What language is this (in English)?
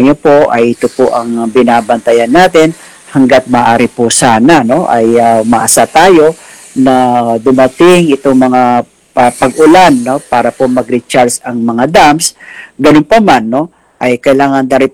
Filipino